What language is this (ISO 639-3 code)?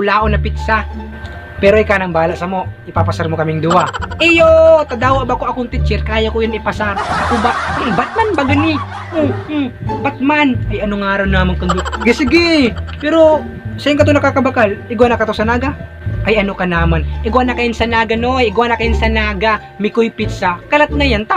bik